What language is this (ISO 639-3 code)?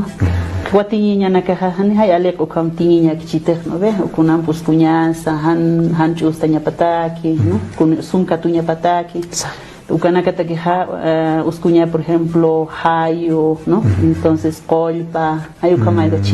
aym